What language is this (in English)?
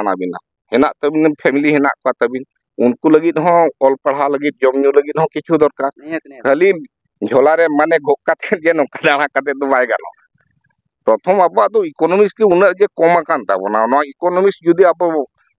Santali